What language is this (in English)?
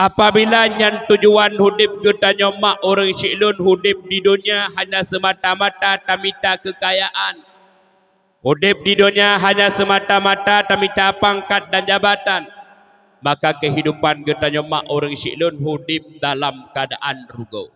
Achinese